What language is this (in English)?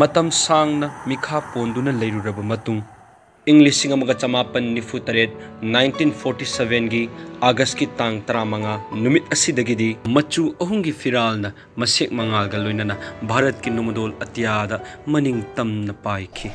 Manipuri